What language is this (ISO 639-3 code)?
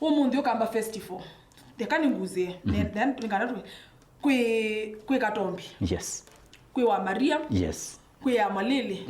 kam